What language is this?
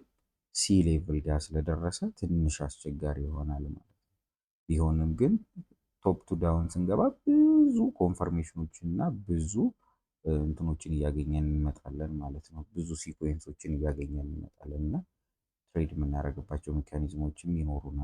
Amharic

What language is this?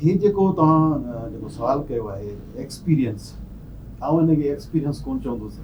Sindhi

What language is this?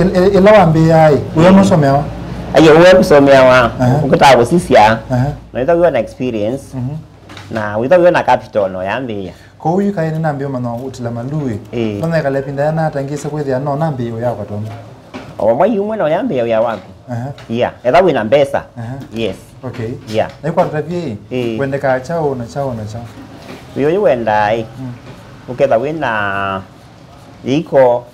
Kamba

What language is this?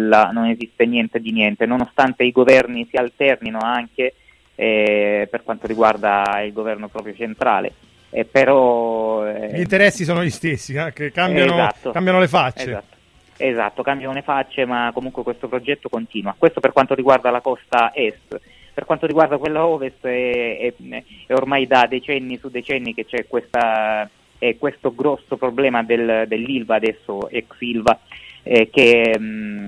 Italian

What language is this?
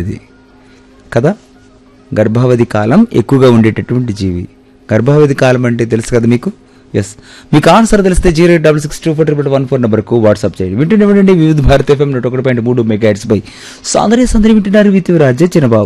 Telugu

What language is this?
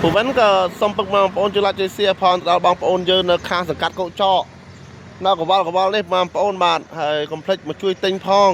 Khmer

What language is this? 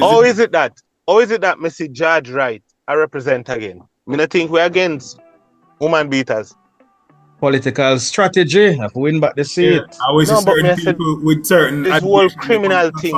Jamaican Creole English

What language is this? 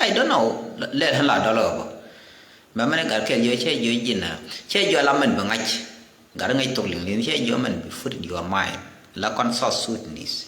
Nuer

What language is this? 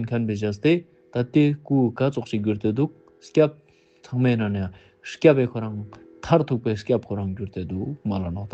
Ladakhi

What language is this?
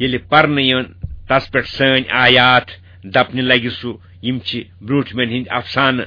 Kashmiri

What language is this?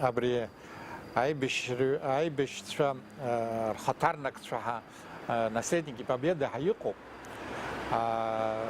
Abkhazian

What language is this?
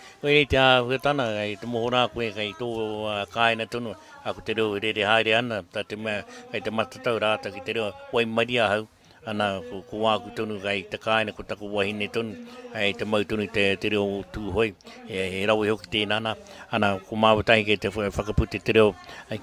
Māori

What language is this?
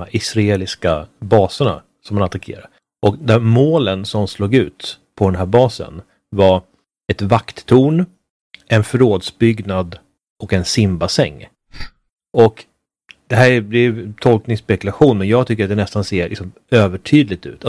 Swedish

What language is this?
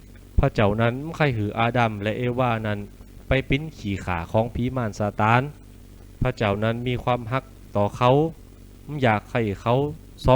Lü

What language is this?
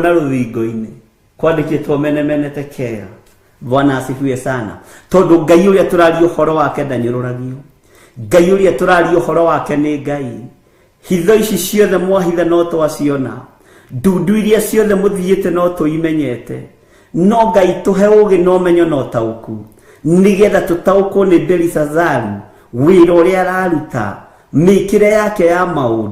Kikuyu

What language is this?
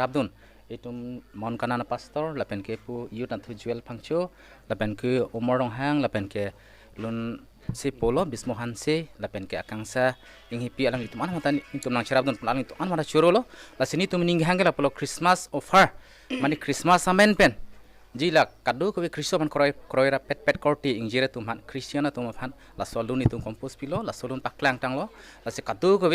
Karbi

